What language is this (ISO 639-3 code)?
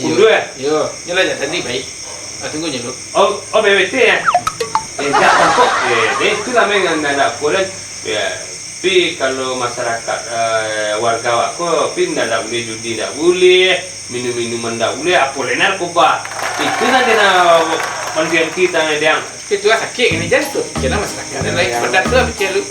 min